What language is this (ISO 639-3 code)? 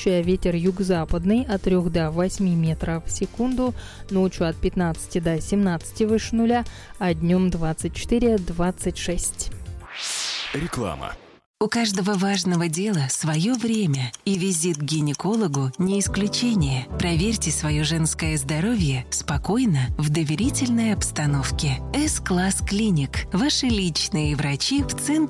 rus